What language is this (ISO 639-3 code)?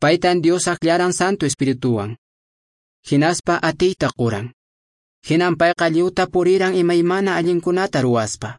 que